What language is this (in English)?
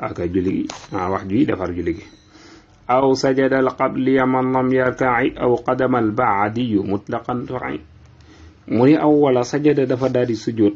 Wolof